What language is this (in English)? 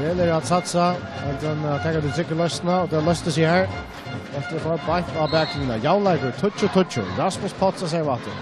Faroese